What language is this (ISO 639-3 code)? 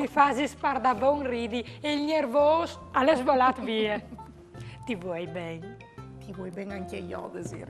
fur